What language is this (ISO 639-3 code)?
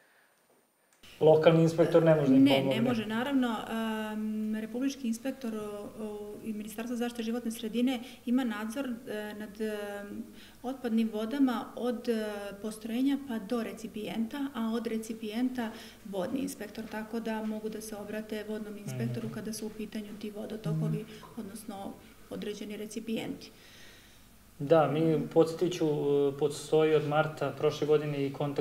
srp